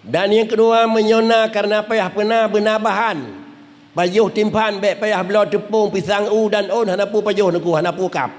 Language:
Achinese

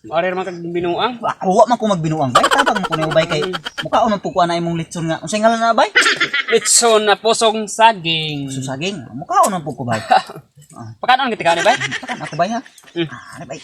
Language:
Cebuano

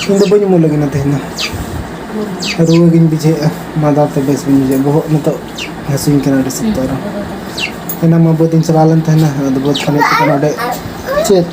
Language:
Santali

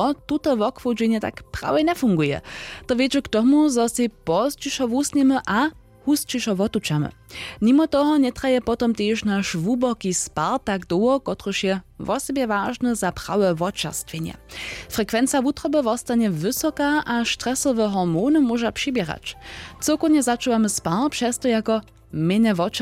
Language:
Upper Sorbian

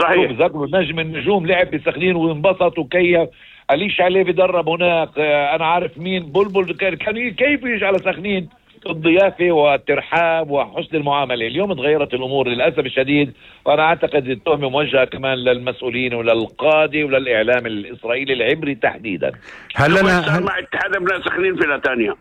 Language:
North Levantine Arabic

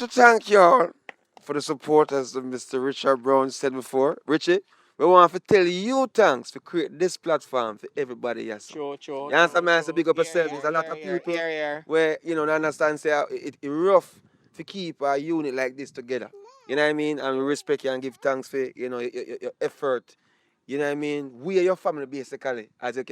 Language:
Jamaican Creole English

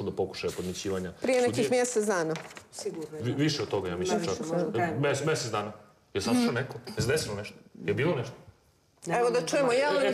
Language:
Bosnian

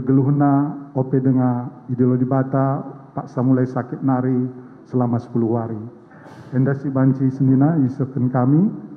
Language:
Batak Karo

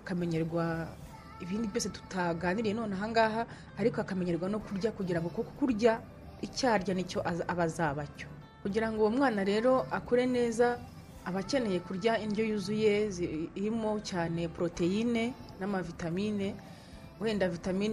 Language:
Kinyarwanda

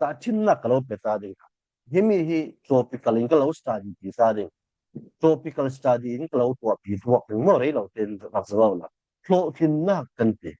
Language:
Falam Chin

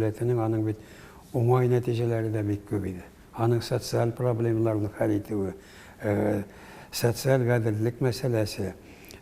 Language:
Tatar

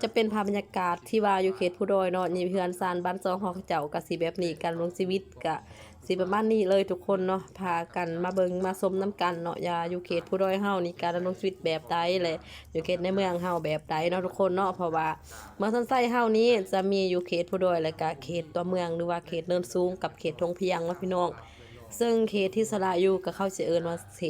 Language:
Lao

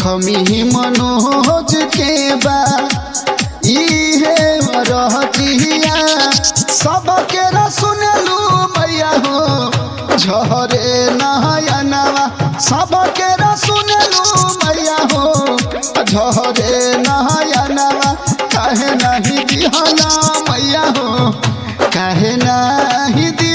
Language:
Bhojpuri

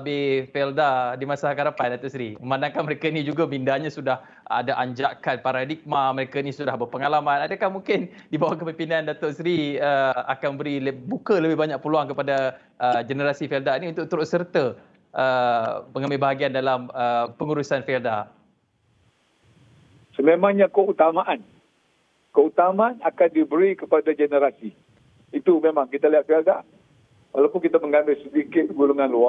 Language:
Malay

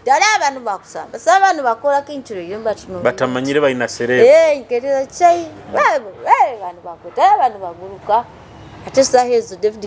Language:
Nyoro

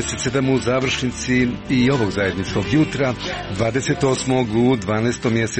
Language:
Croatian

